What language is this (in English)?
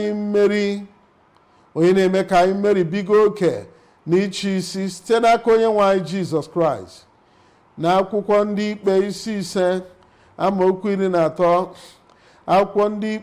Igbo